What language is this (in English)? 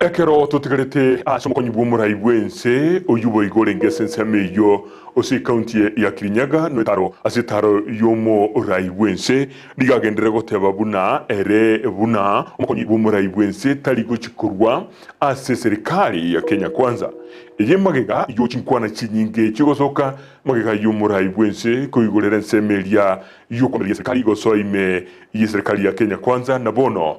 Gusii